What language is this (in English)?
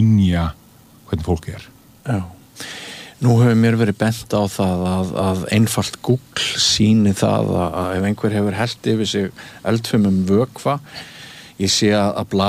Icelandic